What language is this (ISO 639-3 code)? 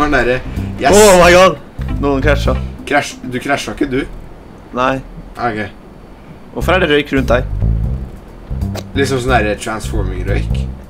nor